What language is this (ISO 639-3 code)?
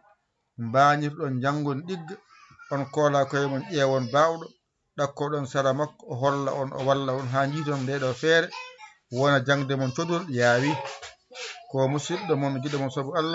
ful